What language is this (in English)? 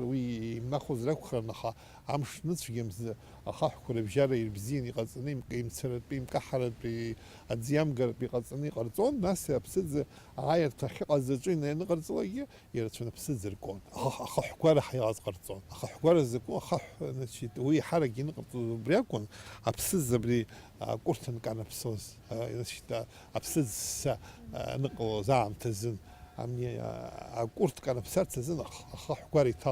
Abkhazian